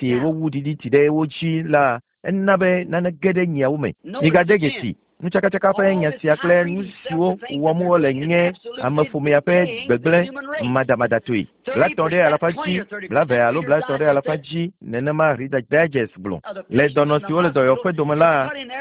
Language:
Ewe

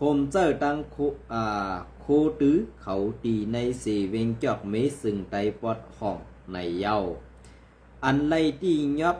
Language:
Shan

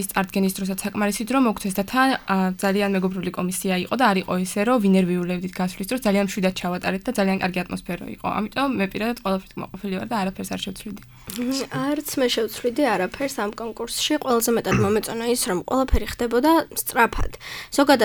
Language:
Georgian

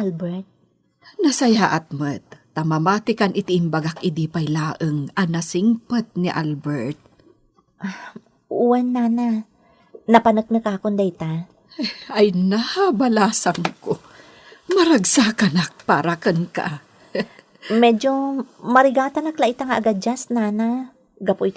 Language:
Iloko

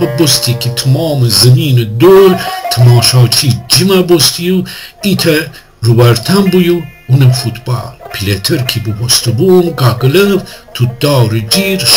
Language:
Gilaki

